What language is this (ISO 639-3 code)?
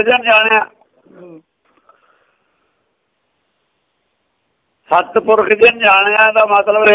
pan